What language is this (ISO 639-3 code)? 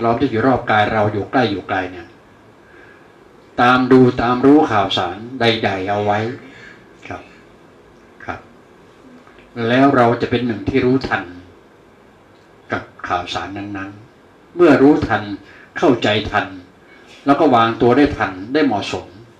tha